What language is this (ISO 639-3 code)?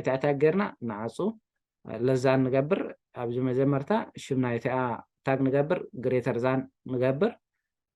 tir